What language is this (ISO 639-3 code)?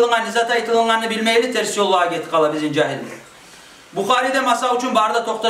kum